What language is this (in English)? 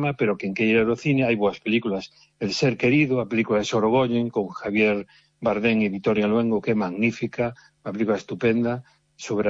Galician